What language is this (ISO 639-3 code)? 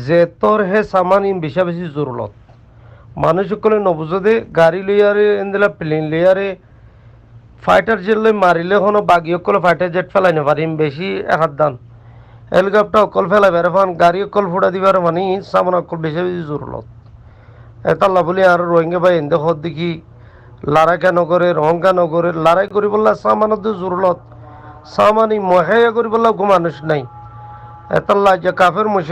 rhg